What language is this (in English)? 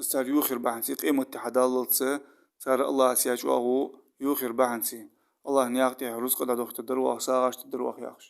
Ingush